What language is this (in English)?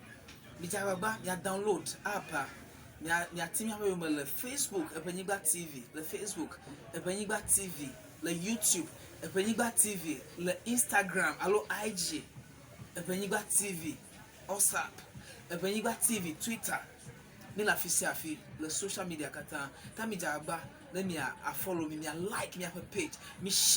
Ewe